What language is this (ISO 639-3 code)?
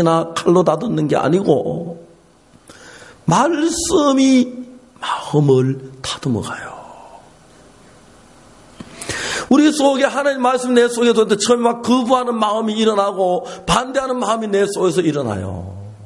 kor